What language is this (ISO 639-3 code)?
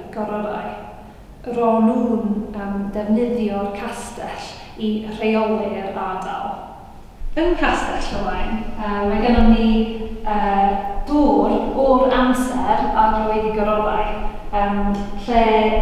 cym